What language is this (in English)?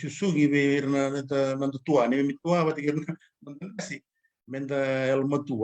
Fijian